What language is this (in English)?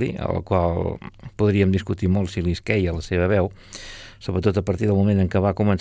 Catalan